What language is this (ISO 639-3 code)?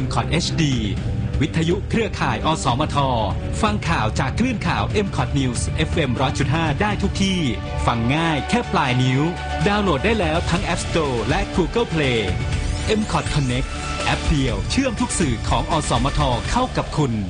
tha